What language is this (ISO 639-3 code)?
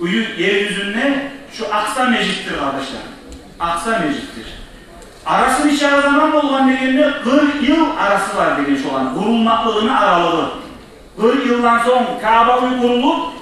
kum